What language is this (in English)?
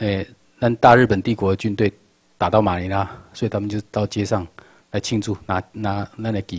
Chinese